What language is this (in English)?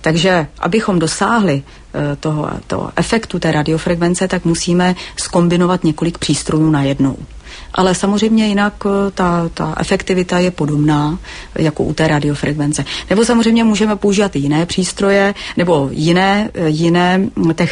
Czech